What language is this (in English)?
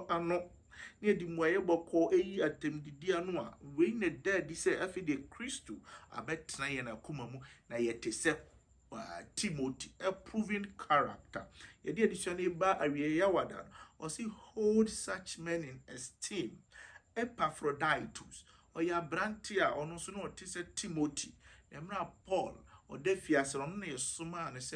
Akan